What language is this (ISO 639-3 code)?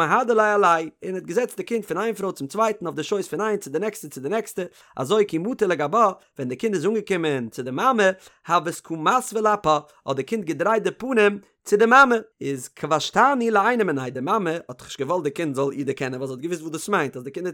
yid